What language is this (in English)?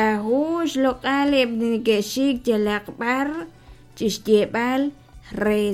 Kekchí